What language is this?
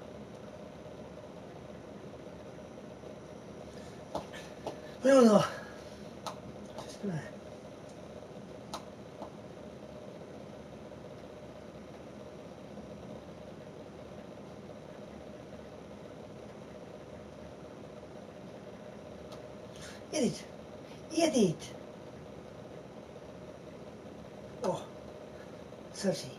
Swedish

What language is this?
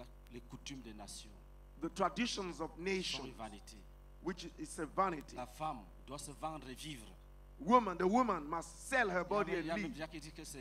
French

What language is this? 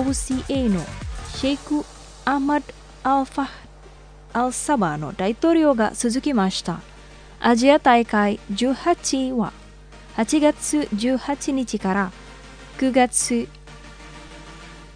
Japanese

